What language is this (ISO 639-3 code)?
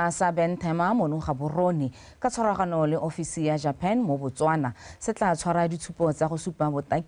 tsn